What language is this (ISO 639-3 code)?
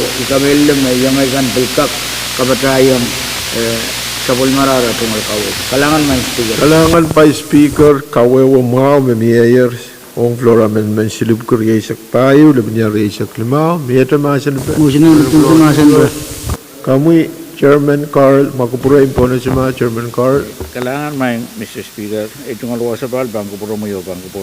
pon